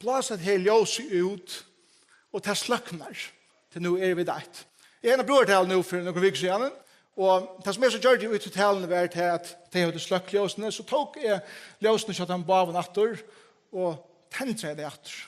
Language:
Faroese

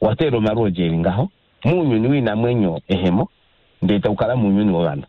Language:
Kuanyama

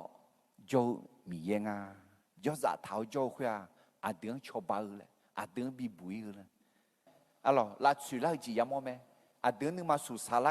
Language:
Akha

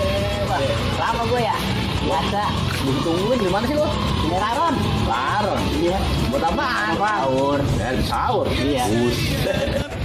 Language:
Betawi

